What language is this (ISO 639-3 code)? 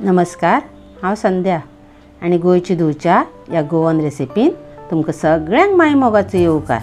kok